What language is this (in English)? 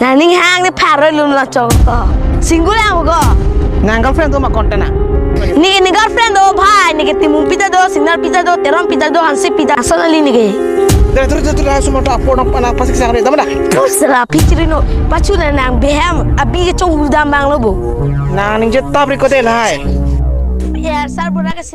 Karbi